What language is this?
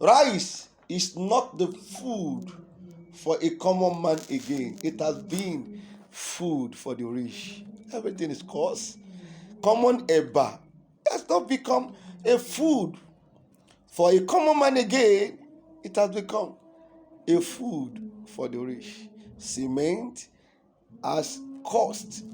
Yoruba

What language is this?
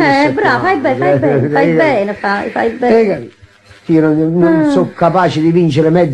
Italian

